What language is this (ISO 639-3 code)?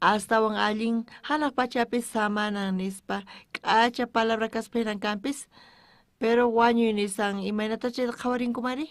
quh